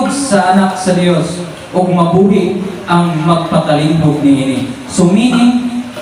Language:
Cebuano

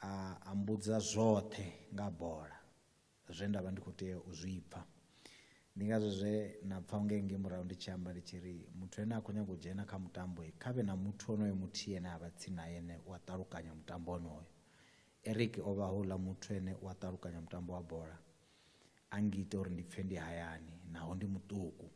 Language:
Venda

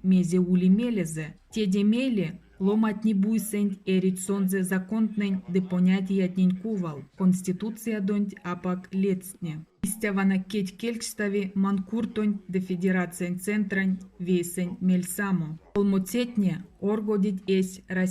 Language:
Erzya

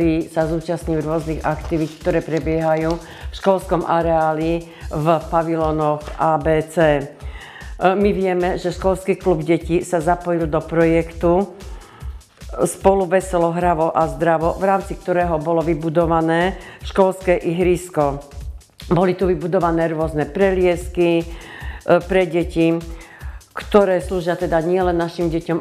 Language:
Slovak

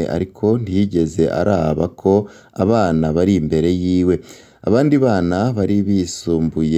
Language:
Rundi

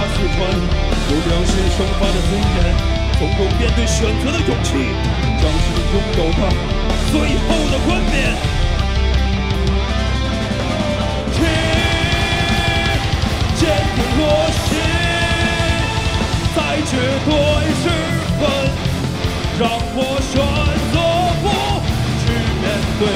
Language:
Chinese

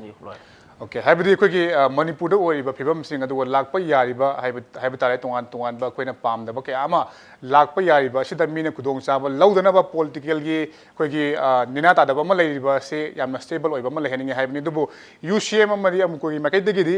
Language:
Manipuri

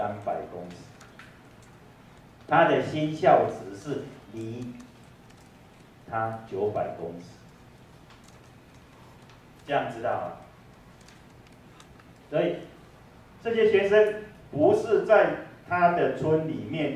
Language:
Chinese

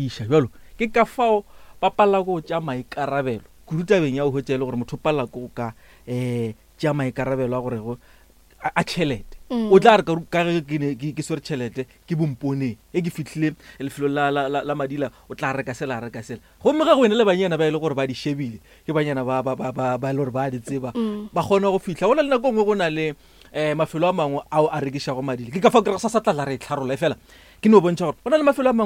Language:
Northern Sotho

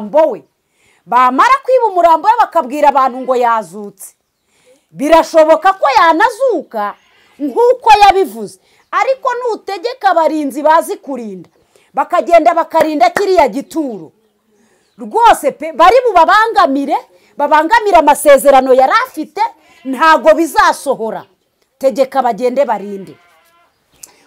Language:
Kinyarwanda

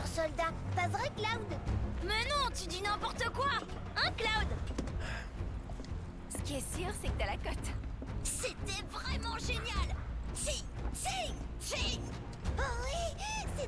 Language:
French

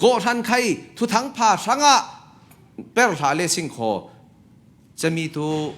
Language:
Falam Chin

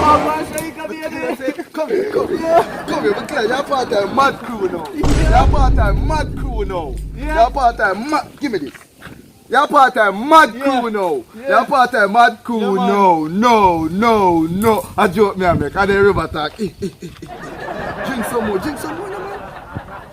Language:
Jamaican Creole English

